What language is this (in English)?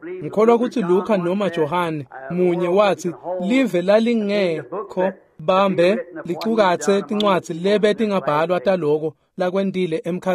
Swati